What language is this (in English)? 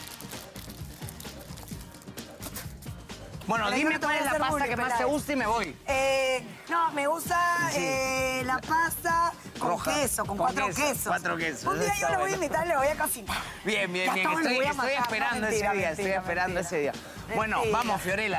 Spanish